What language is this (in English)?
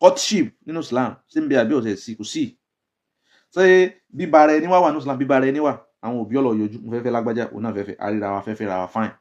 Yoruba